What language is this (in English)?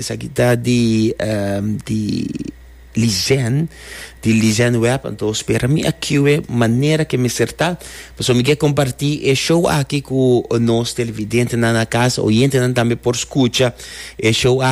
Papiamento